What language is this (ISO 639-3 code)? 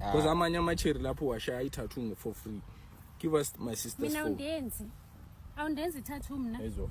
zul